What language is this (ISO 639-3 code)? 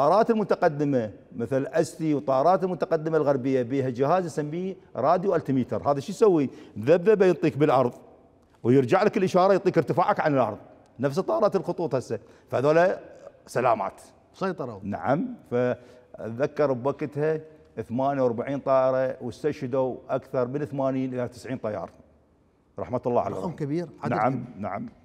acm